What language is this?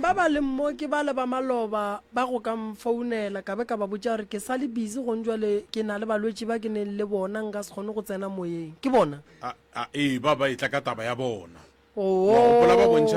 Northern Sotho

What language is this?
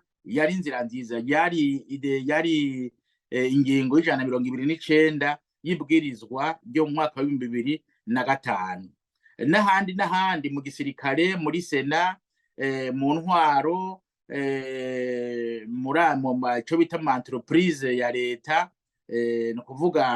Rundi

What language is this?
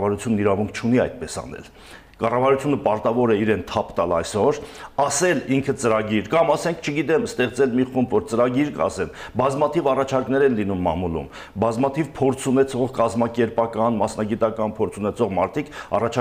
Armenian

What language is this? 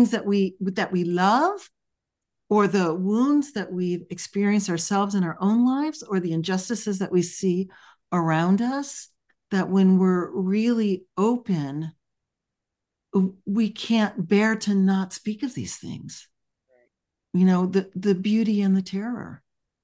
English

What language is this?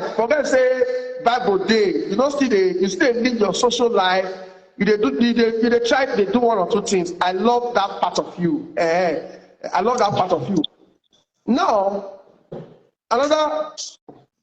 Nigerian Pidgin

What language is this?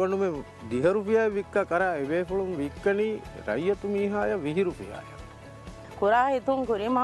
Divehi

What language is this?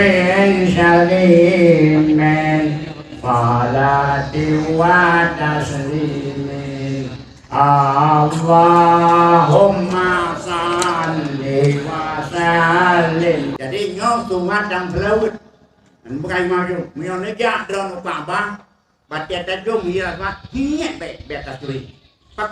Achinese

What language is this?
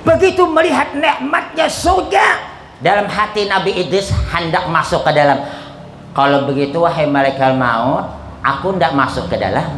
Banjar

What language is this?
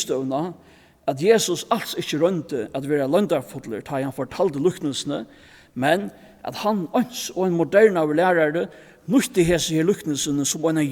Faroese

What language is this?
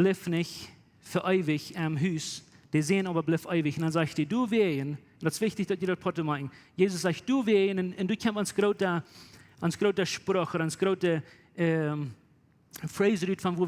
Plautdietsch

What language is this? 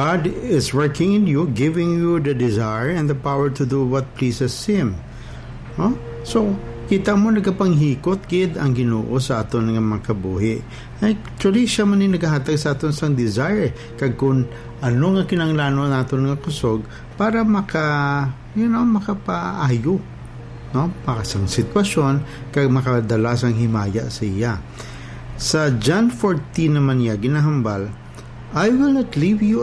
Hiligaynon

